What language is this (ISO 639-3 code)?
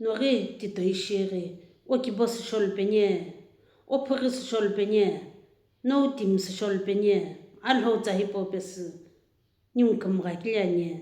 nsm